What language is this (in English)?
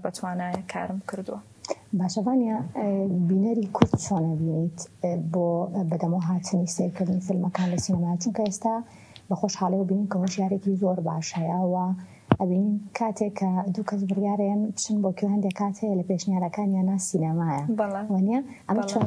Central Kurdish